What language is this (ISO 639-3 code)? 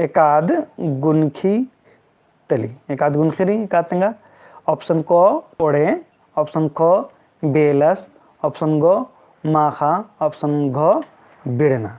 kru